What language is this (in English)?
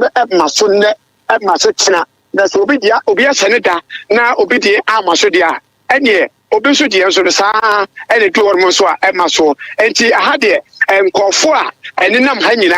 Akan